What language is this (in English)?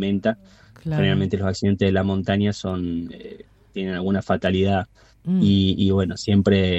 Spanish